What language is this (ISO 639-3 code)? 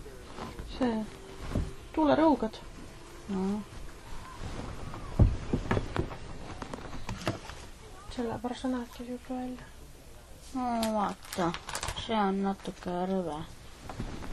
est